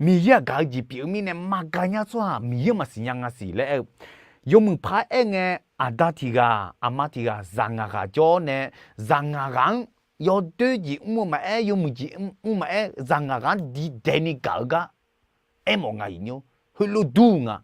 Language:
Akha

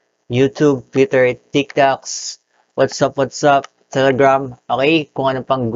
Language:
Filipino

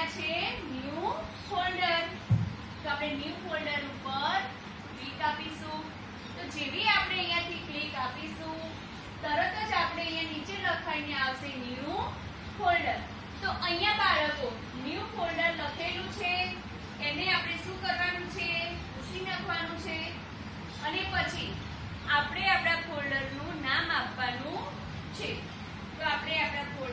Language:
Gujarati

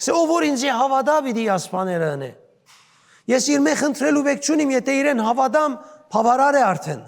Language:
Western Armenian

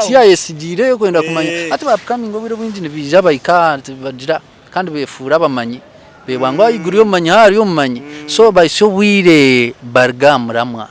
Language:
Nyankole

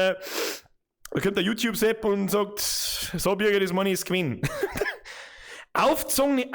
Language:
Bavarian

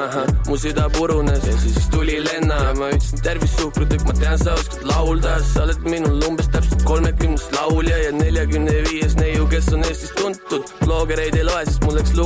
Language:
Estonian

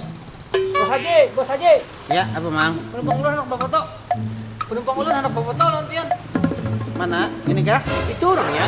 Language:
Banjar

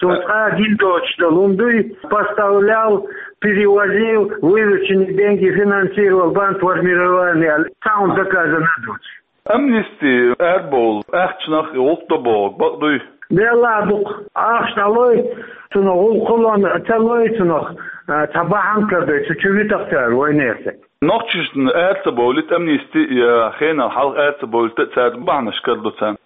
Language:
Chechen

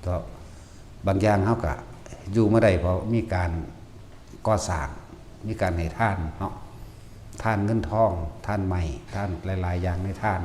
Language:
Northeastern Thai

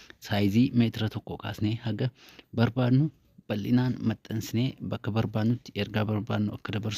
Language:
Oromo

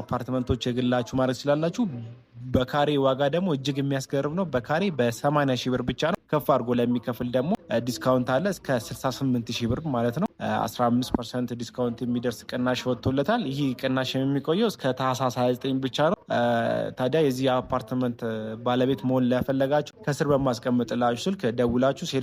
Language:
Amharic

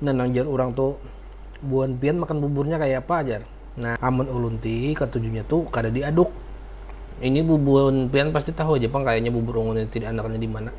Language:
Banjar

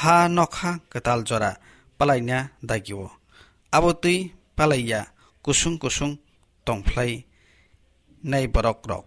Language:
Kok Borok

